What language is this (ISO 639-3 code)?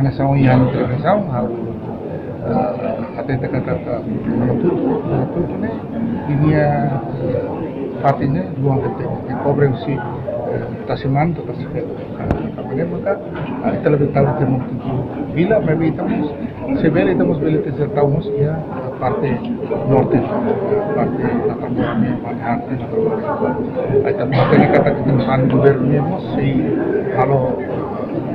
tet